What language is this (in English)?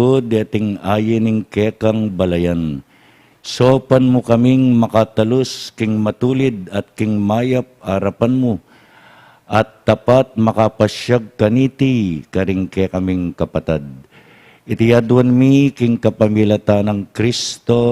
Pampanga